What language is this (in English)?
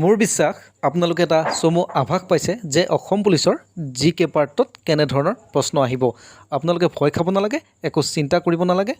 Assamese